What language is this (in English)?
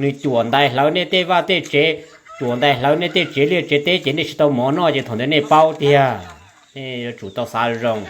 Hmong